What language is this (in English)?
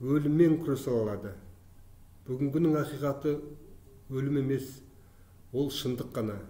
Kazakh